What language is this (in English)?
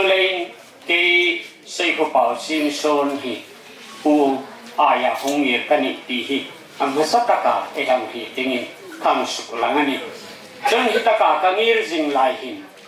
Hmar